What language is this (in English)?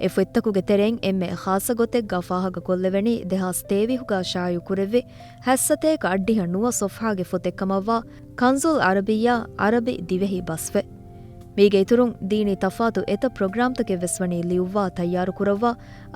Divehi